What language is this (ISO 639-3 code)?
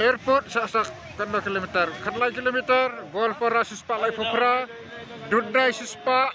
kha